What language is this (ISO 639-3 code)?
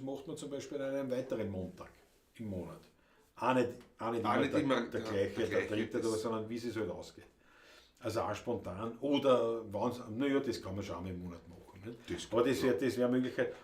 bar